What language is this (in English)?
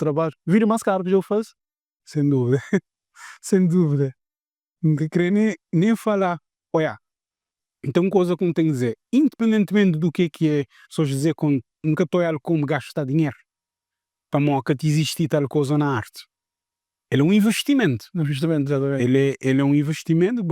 Kabuverdianu